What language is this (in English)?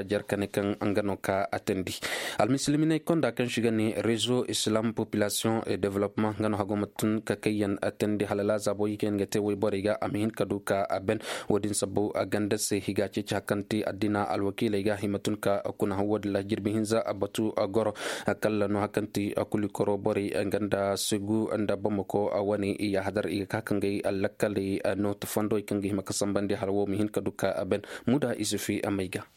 Koyraboro Senni